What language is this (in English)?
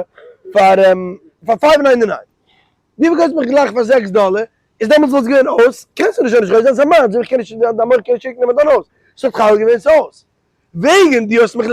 Yiddish